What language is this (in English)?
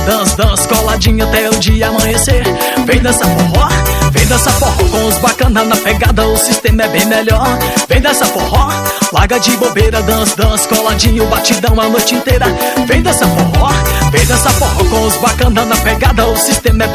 Portuguese